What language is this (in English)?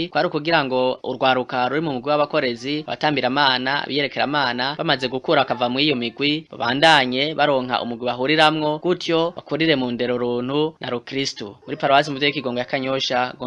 Rundi